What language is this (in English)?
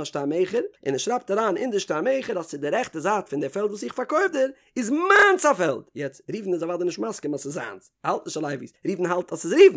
Yiddish